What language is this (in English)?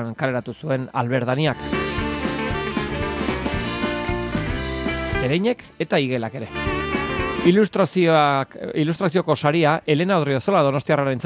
Basque